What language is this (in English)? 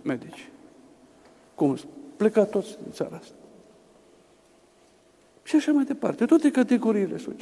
Romanian